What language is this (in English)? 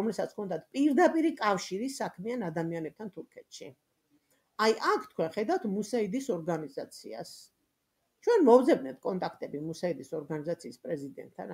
Georgian